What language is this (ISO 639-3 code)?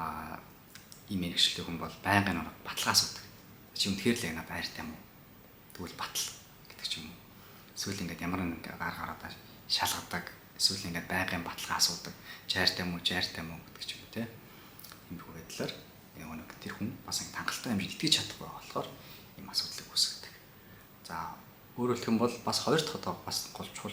mon